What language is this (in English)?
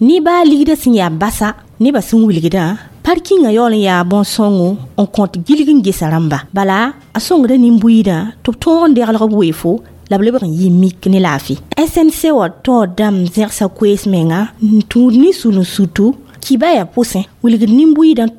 Mossi